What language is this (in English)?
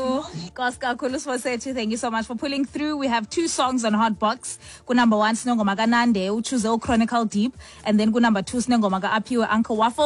Xhosa